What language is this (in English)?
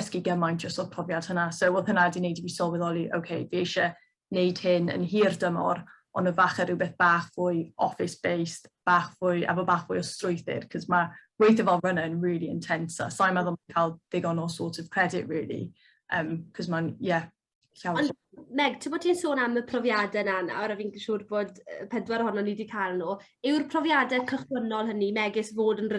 Welsh